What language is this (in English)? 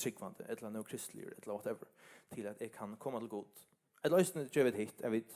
Faroese